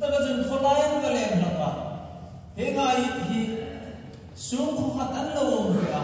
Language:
Hmar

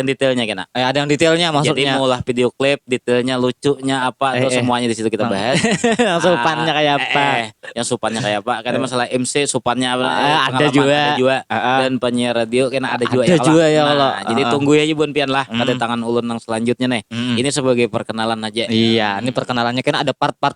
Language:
Banjar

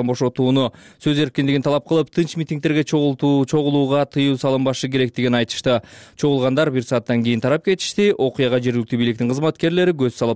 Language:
Kyrgyz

